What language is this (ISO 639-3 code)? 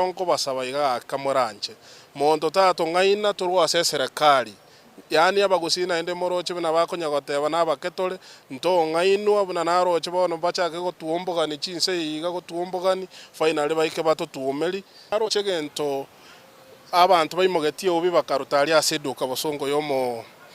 guz